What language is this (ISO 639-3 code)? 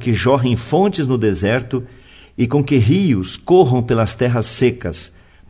por